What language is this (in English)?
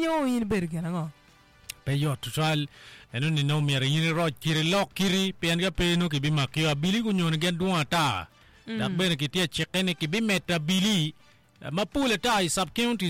Acoli